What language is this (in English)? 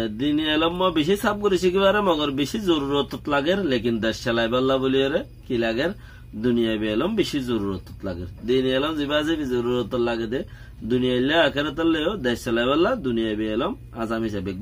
Rohingya